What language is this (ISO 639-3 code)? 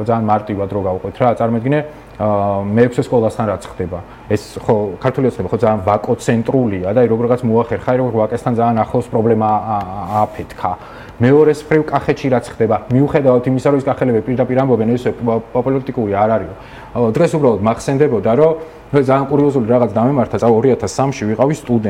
kat